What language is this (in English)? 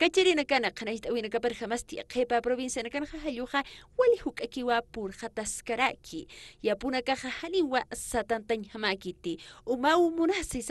Aymara